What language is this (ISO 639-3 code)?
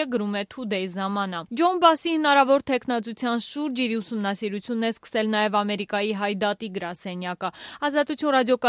hye